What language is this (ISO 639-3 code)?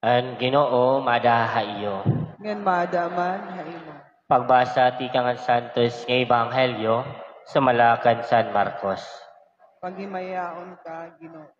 war